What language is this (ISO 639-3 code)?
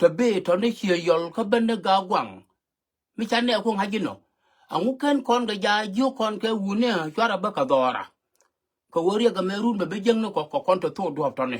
nus